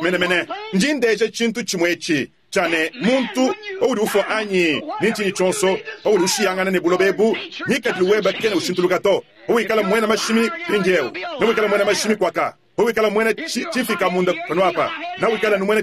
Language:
Luba-Lulua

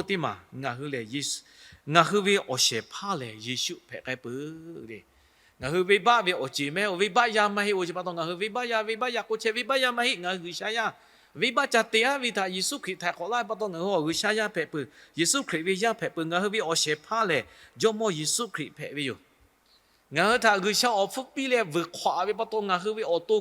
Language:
Lahu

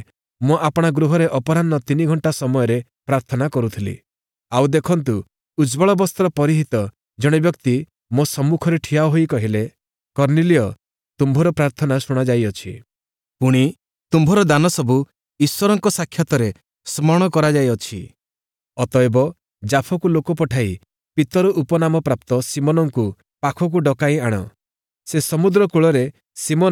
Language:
Odia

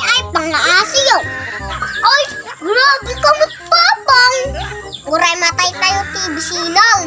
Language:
Iloko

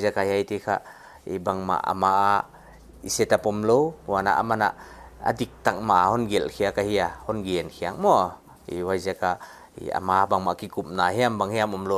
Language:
Paite Chin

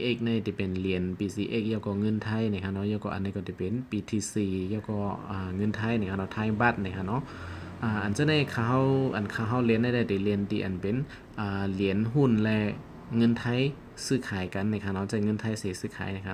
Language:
Shan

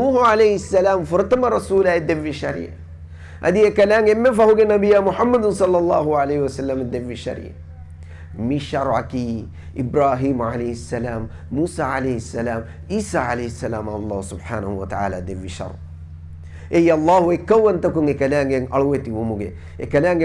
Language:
Divehi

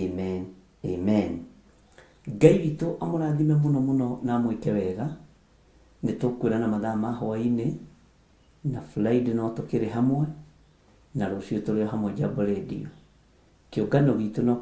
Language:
Kikuyu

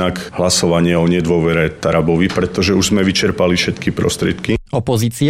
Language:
Slovak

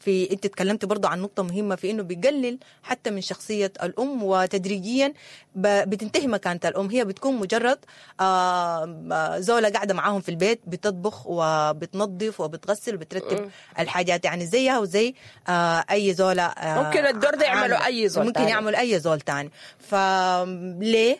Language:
Sudanese Arabic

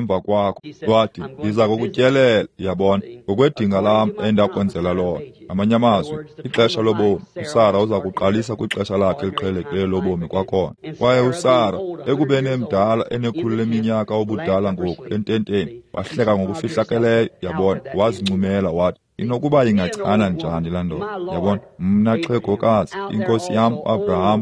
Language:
Xhosa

